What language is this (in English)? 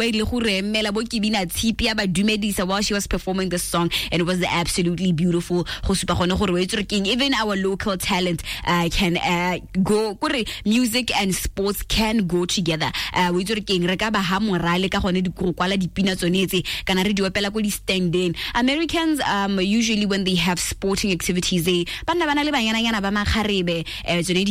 Tswana